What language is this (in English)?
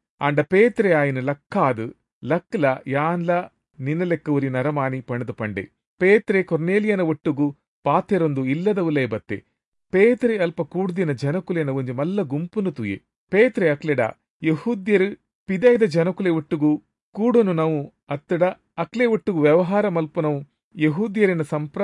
Tulu